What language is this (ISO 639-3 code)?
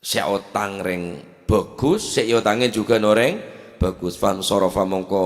mad